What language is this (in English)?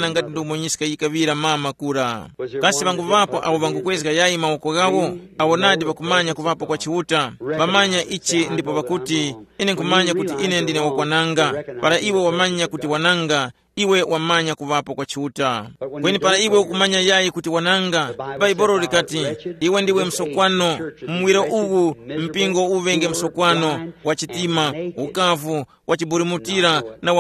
Tumbuka